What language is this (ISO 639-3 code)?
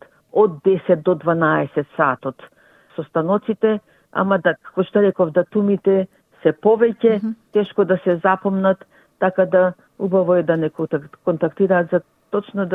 mkd